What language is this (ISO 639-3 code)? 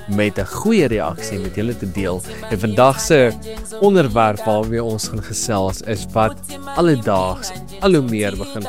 afr